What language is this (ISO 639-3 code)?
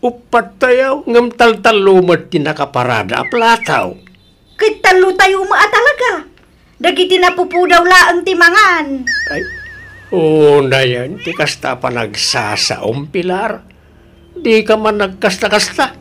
ilo